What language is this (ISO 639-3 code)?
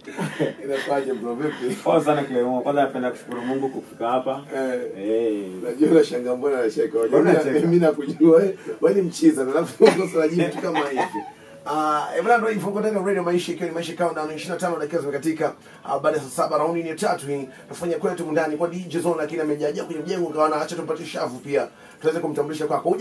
swa